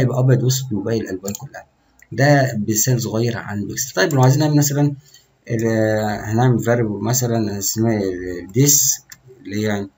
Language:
Egyptian Arabic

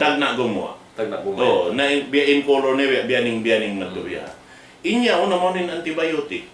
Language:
Tausug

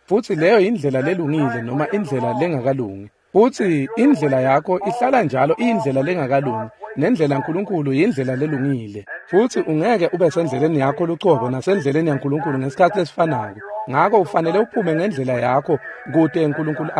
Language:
Swati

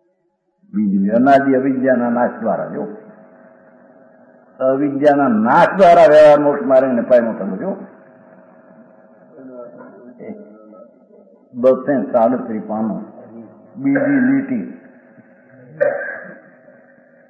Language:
Gujarati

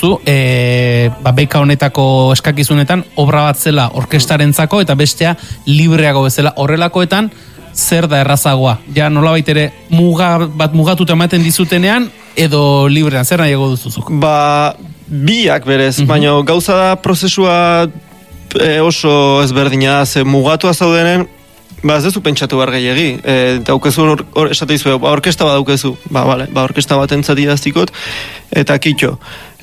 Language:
Basque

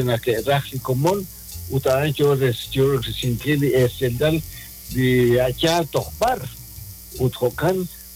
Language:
Kekchí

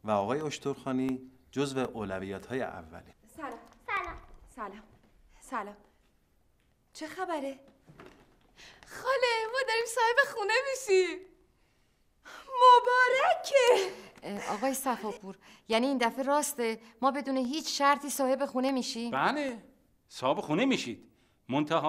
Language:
Persian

